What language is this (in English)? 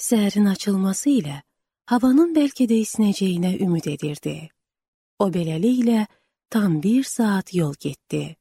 Azerbaijani